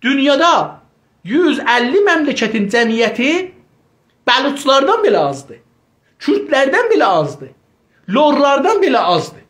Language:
South Azerbaijani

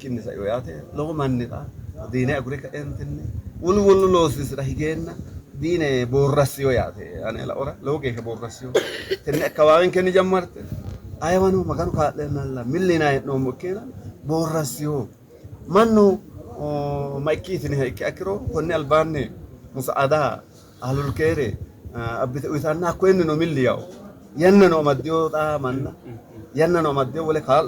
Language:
Sidamo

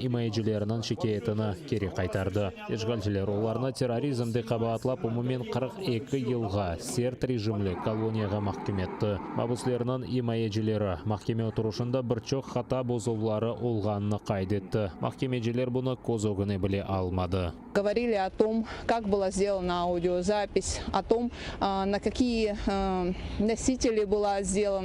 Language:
Crimean Tatar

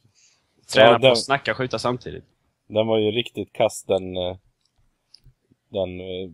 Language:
Swedish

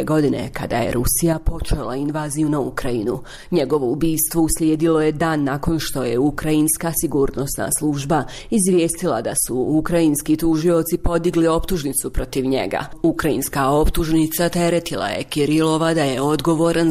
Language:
Bosnian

